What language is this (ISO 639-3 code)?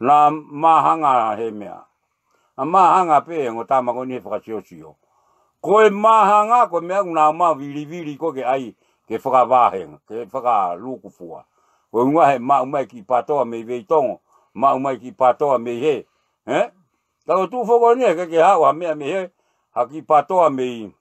ton